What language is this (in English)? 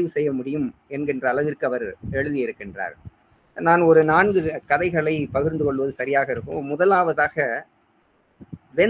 Tamil